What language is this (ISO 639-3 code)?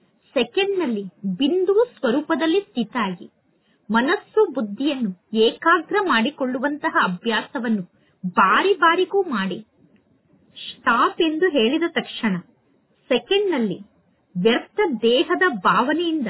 kan